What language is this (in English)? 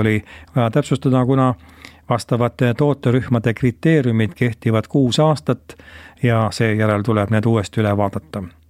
Estonian